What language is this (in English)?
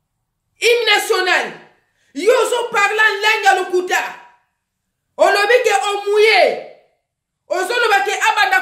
Lingala